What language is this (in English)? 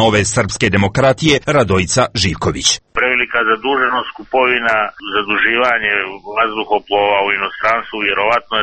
Serbian